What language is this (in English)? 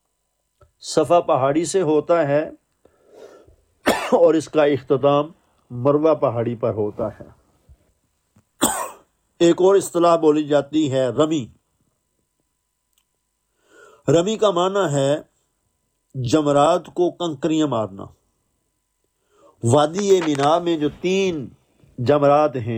Urdu